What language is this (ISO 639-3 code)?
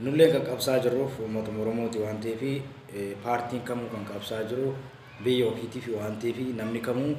orm